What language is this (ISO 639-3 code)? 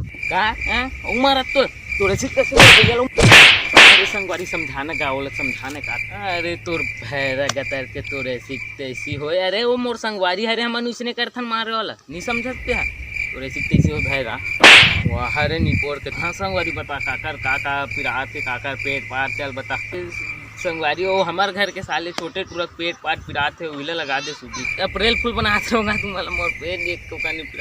hne